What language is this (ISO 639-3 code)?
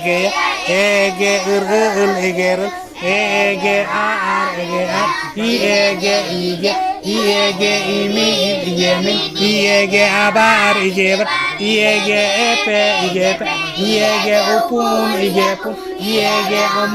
sat